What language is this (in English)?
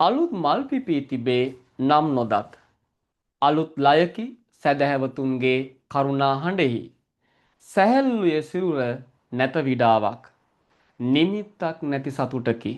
Sinhala